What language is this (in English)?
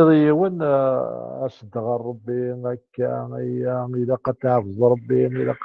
Kabyle